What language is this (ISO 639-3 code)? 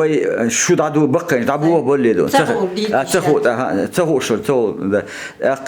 che